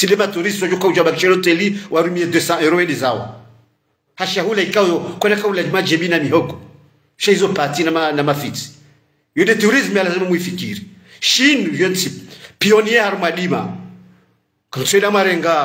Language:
Ngazidja Comorian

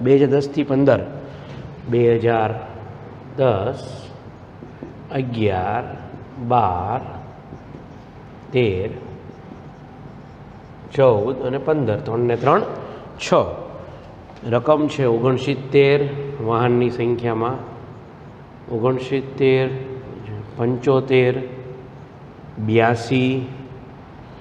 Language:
Gujarati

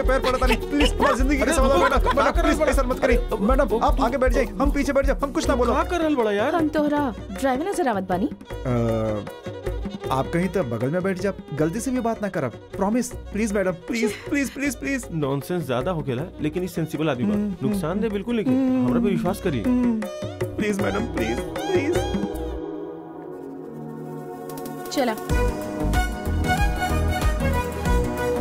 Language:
Bhojpuri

